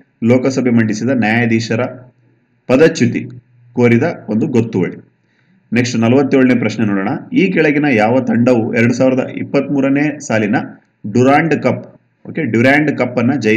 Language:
Kannada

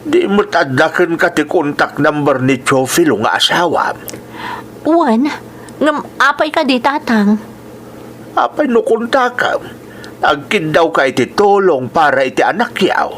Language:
Iloko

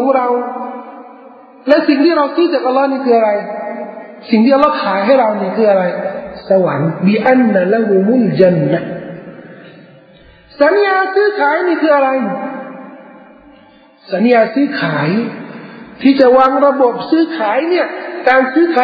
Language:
Thai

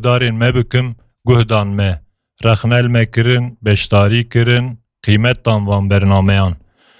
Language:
Kurdish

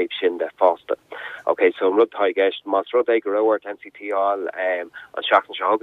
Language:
Irish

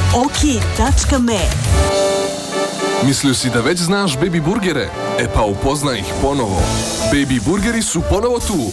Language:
Serbian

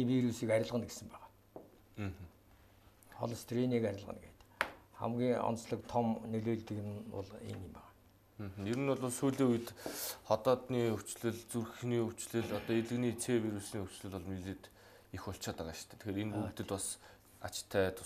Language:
Mongolian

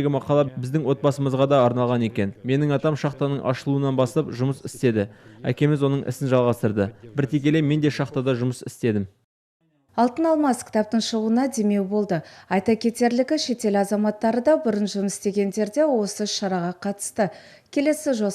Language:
Kazakh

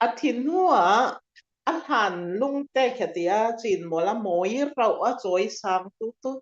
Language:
Falam Chin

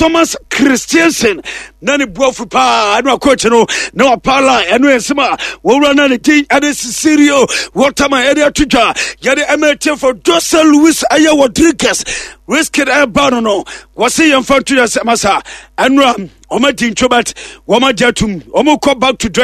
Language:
Akan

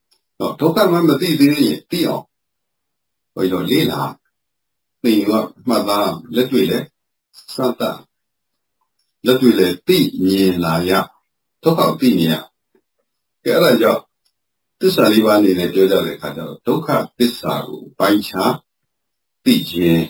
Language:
Burmese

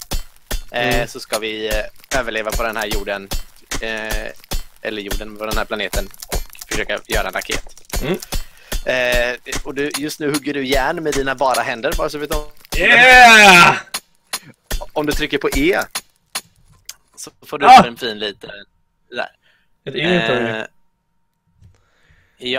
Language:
Swedish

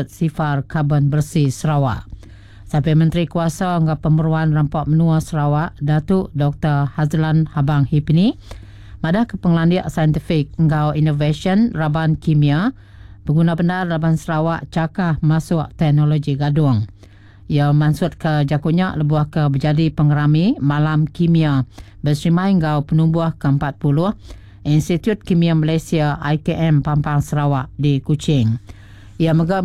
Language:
Iban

